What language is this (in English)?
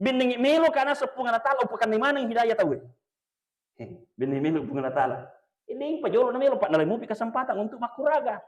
Buginese